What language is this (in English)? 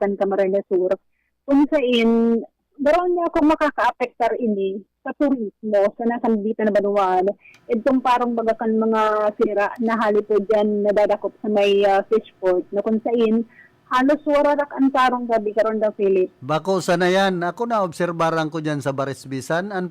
Bikol